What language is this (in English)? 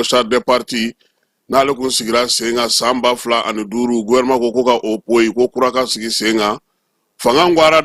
Bambara